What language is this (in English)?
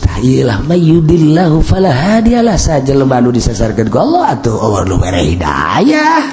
Sundanese